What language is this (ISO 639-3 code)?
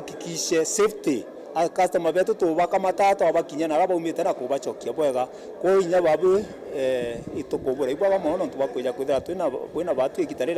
mer